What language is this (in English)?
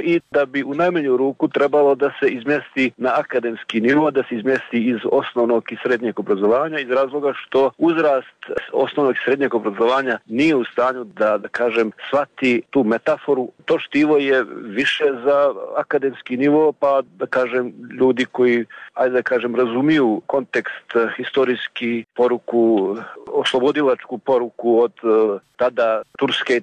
Bosnian